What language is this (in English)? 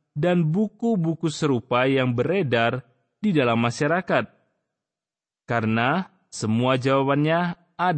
Indonesian